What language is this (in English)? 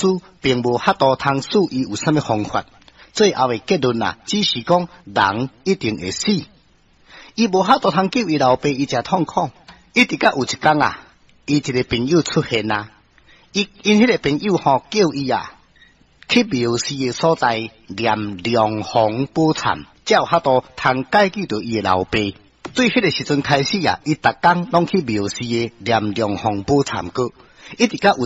Min Nan Chinese